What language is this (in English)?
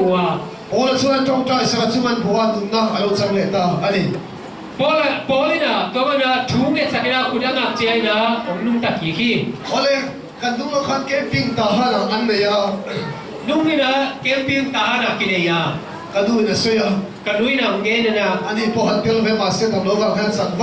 Tedim Chin